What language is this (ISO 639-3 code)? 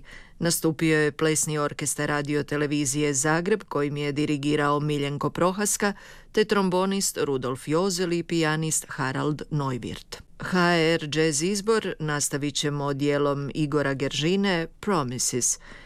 hrv